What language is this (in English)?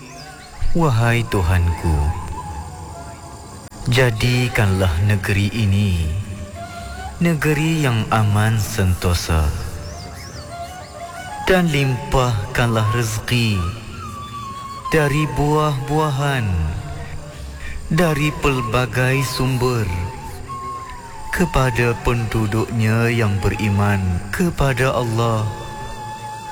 Malay